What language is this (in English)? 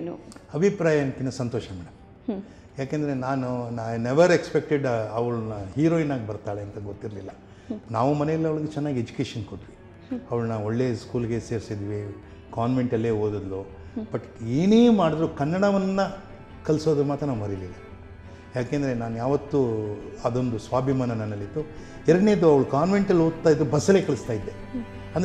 Kannada